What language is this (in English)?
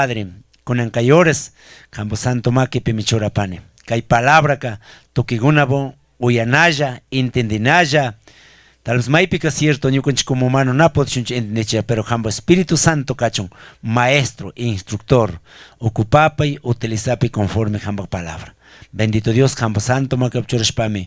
Chimborazo Highland Quichua